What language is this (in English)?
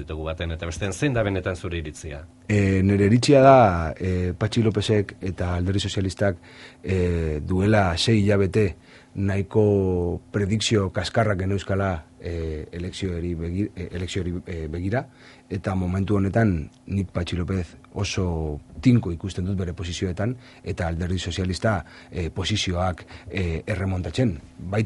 Basque